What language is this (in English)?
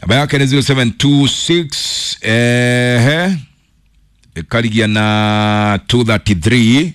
Kikuyu